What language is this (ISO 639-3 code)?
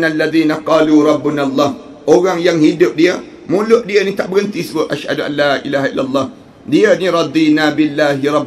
msa